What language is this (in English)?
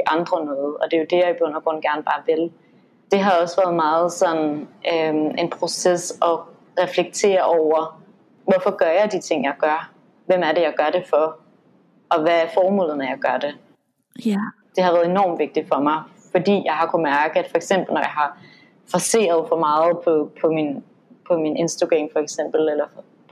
Danish